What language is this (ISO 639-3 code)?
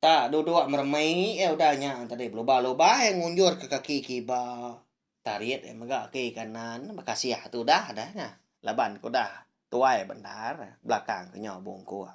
iba